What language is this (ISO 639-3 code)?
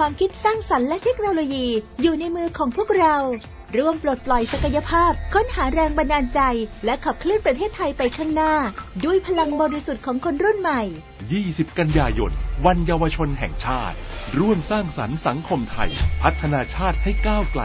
tha